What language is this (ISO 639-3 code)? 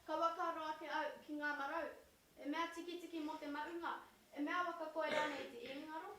mri